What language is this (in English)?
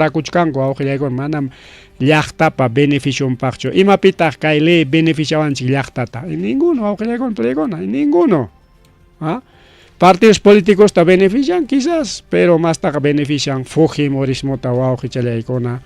Ayacucho Quechua